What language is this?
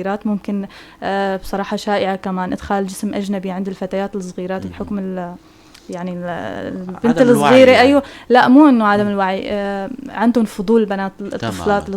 North Levantine Arabic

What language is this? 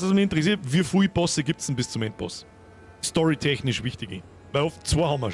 Bavarian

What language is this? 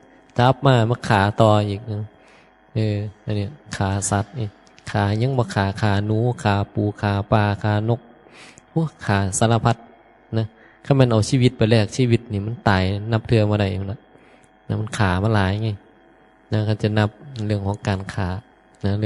Northeastern Thai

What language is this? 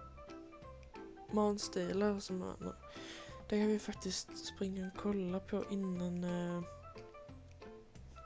Swedish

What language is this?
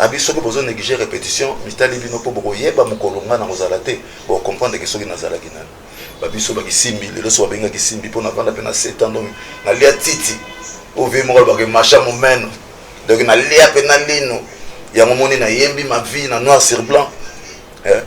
Lingala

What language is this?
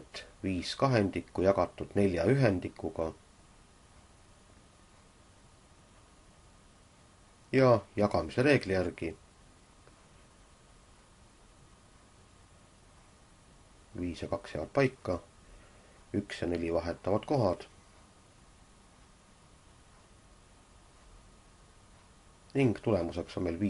Estonian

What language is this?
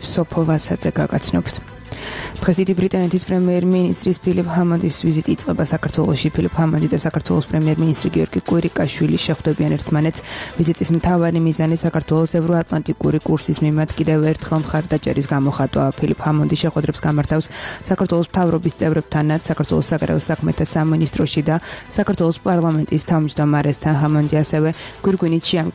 Georgian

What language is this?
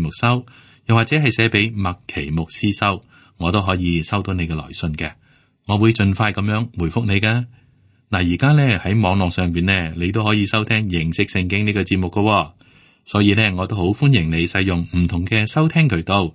Cantonese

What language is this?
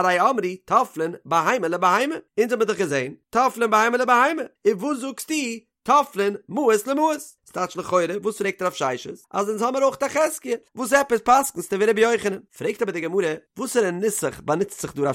Yiddish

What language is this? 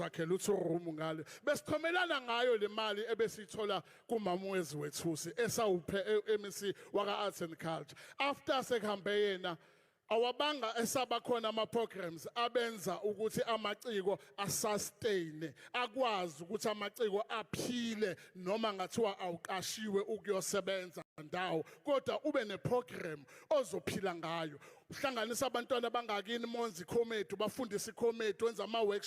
Zulu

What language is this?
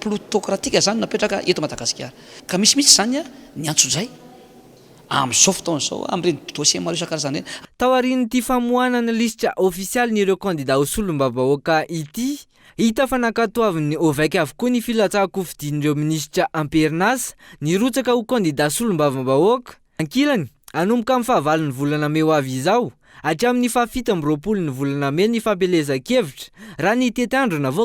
Malagasy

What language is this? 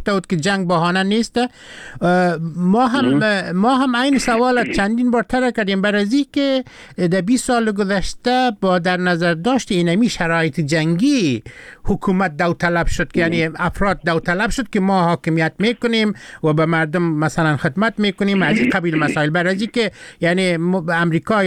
Persian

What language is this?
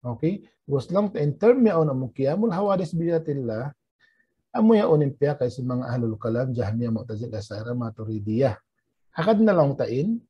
Tausug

